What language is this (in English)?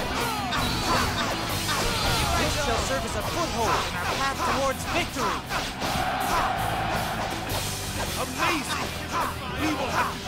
English